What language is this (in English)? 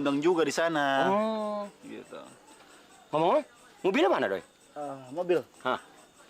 Betawi